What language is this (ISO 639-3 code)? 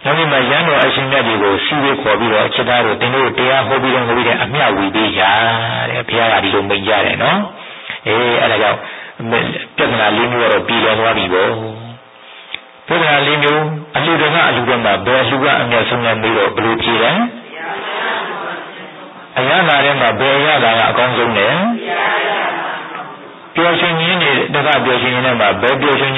mya